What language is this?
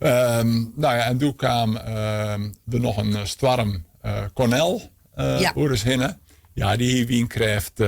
Western Frisian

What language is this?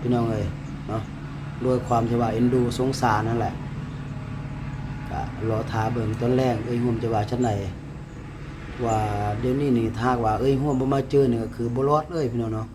Lao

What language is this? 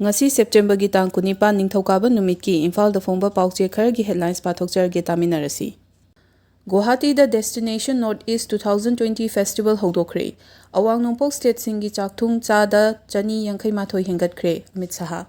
Manipuri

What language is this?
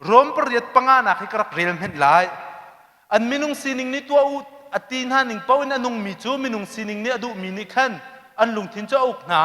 Hakha Chin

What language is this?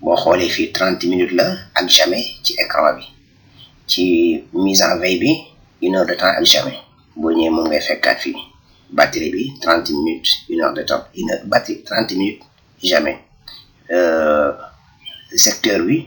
Wolof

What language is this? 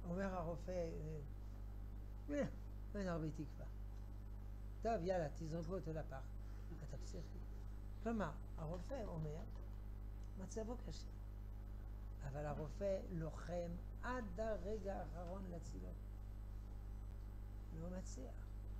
Hebrew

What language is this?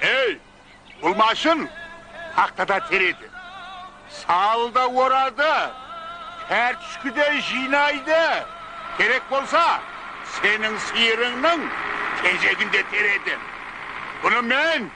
Kara-Kalpak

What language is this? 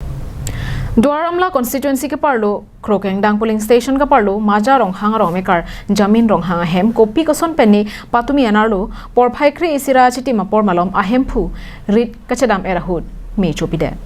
Karbi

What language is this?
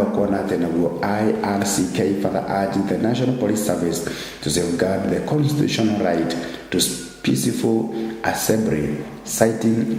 Kikuyu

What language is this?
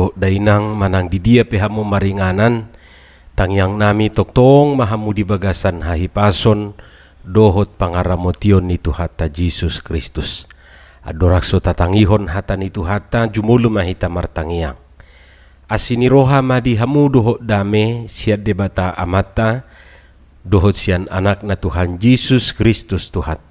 Batak Toba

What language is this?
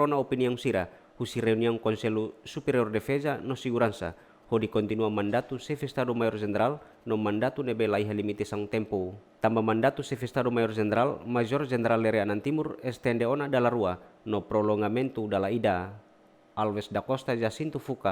Tetum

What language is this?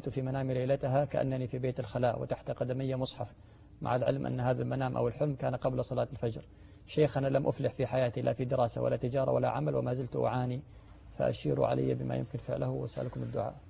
Arabic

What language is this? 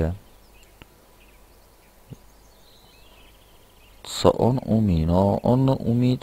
Czech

